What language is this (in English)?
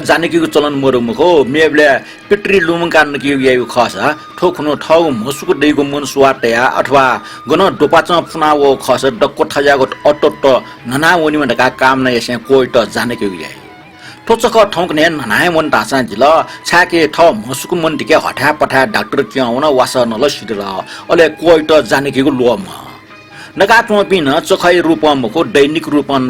Newari